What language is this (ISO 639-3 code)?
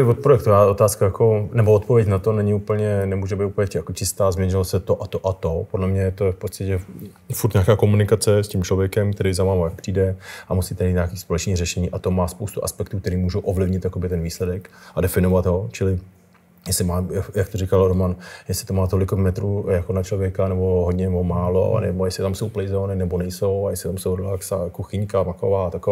ces